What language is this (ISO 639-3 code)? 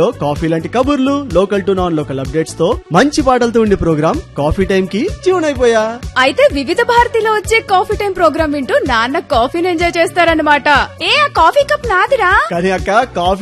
tel